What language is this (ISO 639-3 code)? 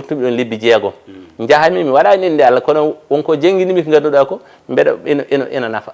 ful